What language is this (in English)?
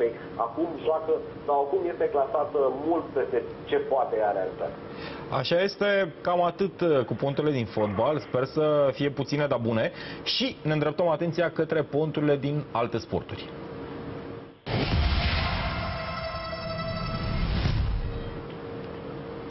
Romanian